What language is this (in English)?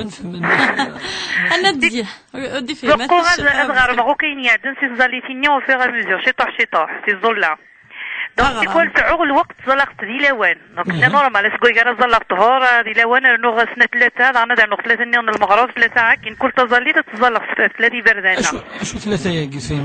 Kabyle